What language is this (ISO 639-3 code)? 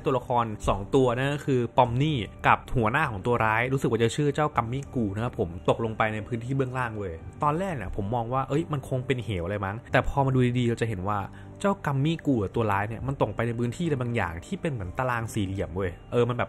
tha